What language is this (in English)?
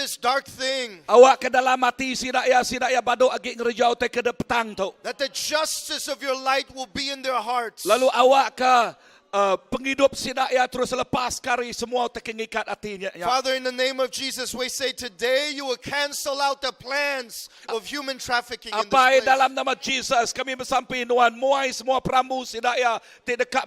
Iban